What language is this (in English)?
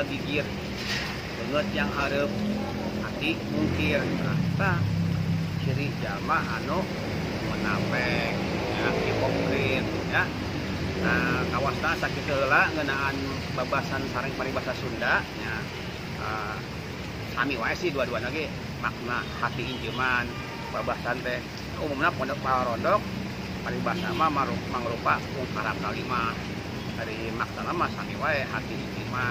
Sundanese